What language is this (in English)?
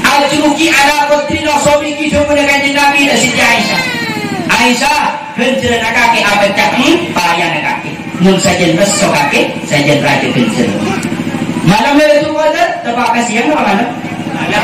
Madurese